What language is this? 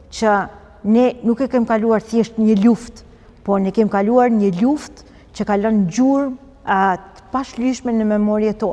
Albanian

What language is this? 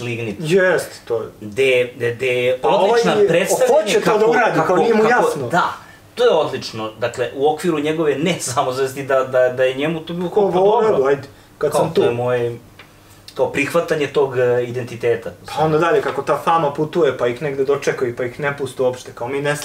Serbian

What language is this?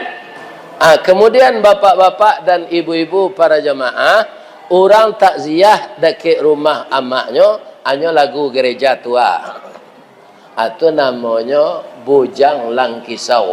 Minangkabau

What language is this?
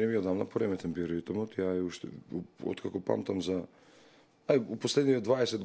Macedonian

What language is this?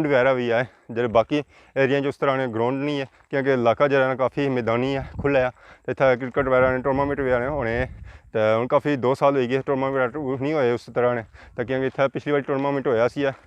Pahari-Potwari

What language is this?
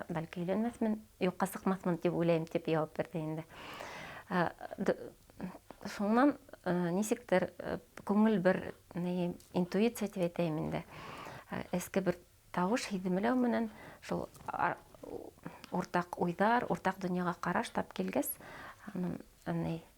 Bashkir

